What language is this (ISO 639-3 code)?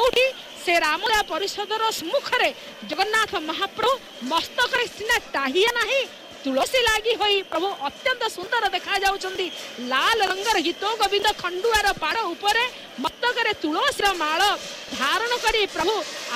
ori